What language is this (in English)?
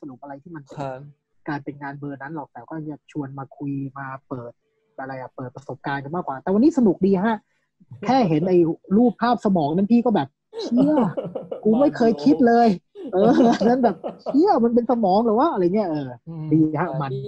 Thai